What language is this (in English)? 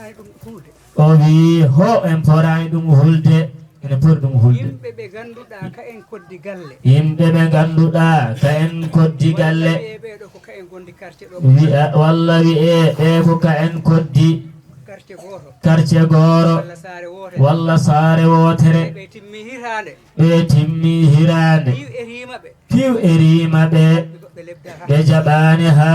Fula